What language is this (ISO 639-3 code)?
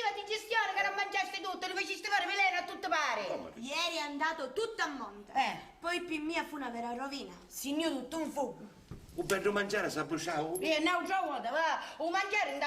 scn